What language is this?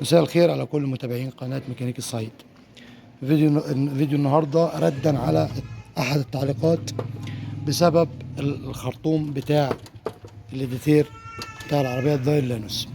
Egyptian Arabic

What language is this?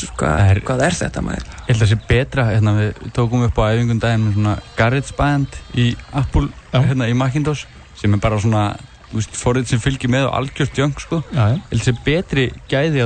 Icelandic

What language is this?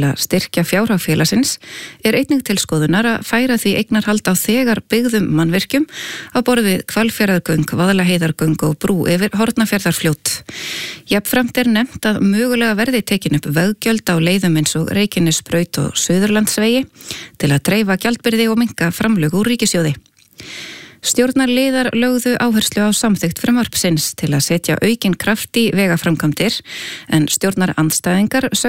Icelandic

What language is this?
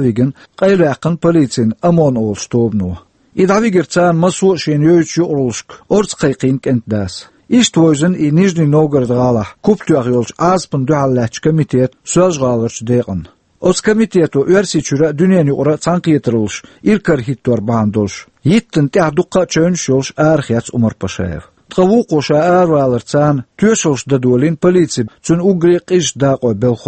Chechen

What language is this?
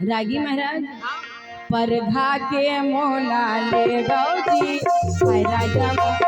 Chhattisgarhi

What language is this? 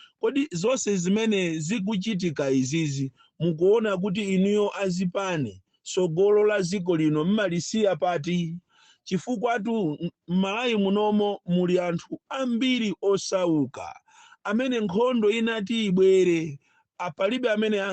Nyanja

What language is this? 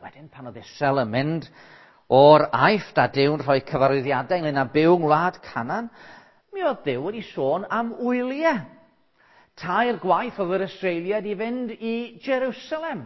Welsh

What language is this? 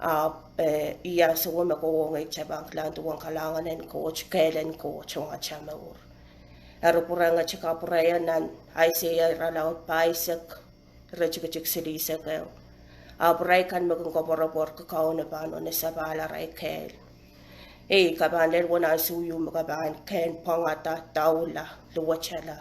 Pohnpeian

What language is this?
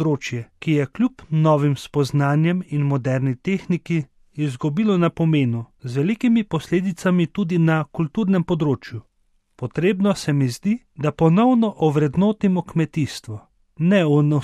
Slovenian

